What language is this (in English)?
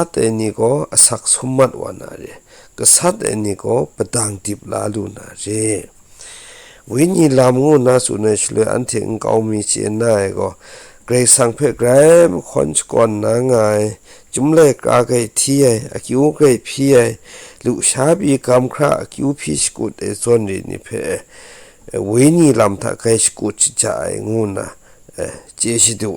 Kachin